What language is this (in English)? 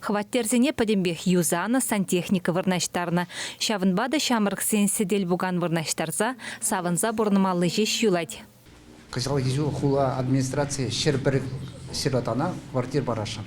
Chuvash